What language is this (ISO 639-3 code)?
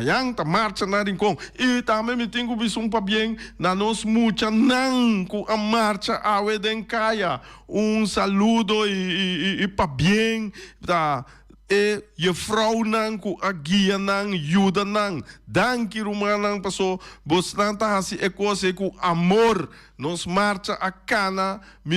pap